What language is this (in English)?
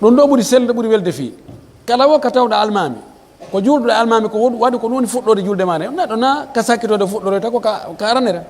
Pular